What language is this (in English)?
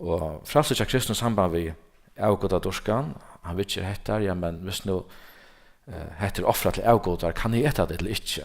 Faroese